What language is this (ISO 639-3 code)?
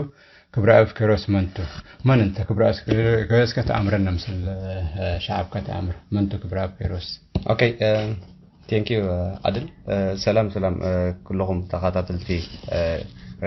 tig